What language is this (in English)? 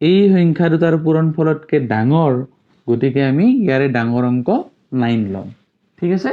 Assamese